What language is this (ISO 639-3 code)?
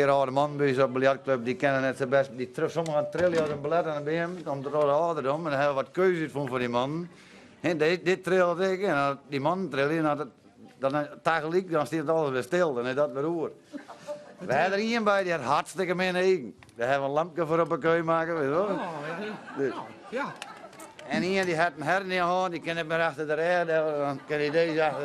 fry